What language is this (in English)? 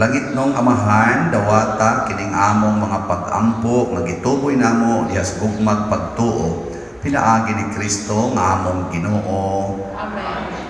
Cebuano